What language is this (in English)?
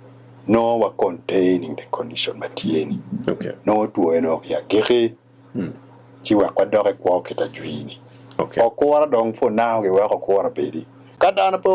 Acoli